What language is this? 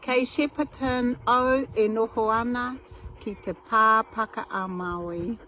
Māori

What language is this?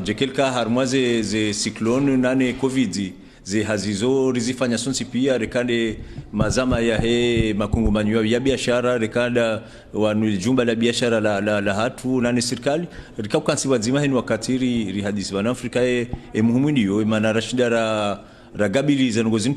Ngazidja Comorian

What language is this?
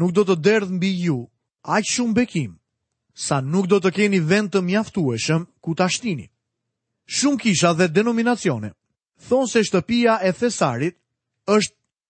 Albanian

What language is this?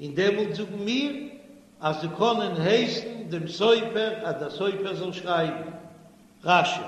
Yiddish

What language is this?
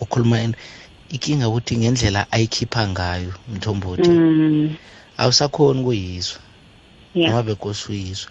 South Ndebele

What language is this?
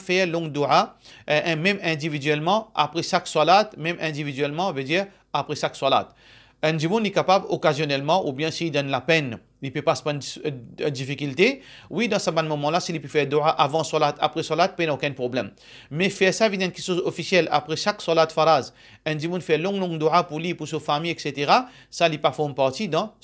Morisyen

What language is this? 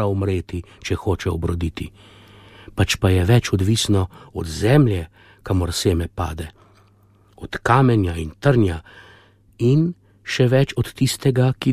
Slovenian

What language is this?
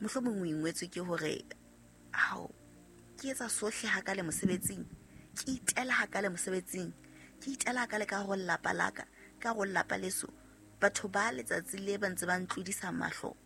Southern Sotho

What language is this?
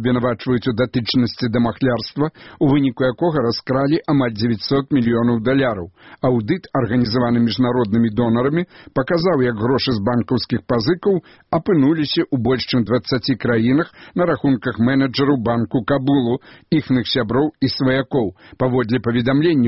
Belarusian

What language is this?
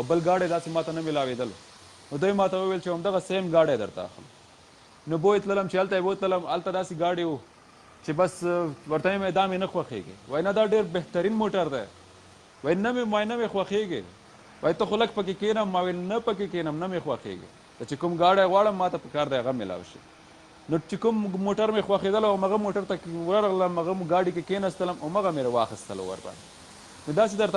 Pashto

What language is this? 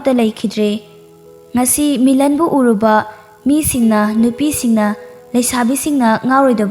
Manipuri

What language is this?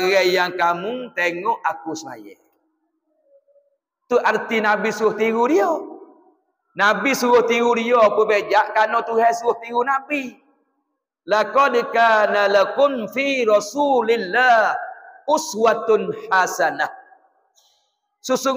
Pattani Malay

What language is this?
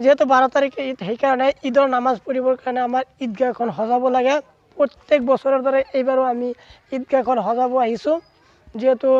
Assamese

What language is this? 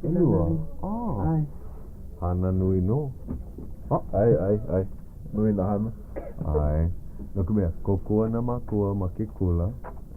Hawaiian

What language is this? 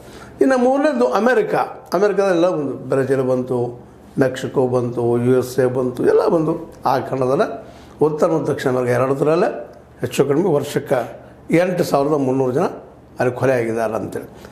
Kannada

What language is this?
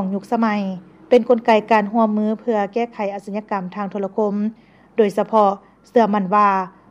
Lao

